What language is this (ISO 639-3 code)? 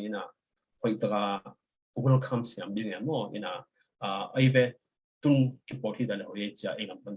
ctd